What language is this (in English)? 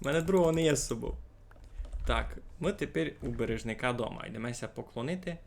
Rusyn